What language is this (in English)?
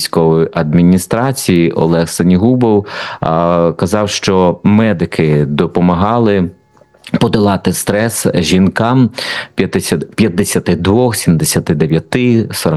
Ukrainian